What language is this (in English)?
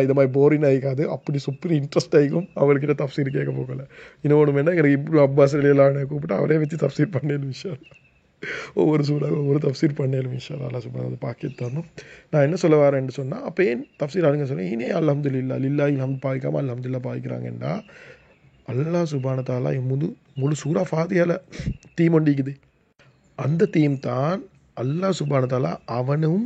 Tamil